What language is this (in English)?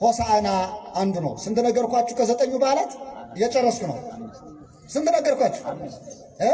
Amharic